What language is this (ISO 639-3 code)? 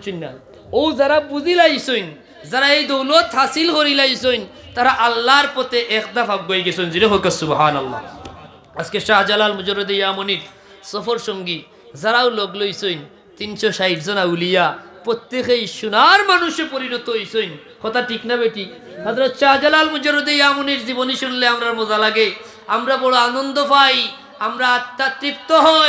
syl